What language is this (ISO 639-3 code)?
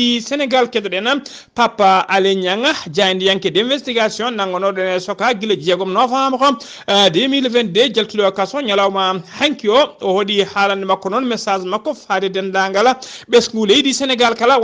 ful